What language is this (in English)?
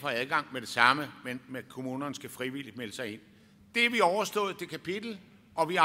Danish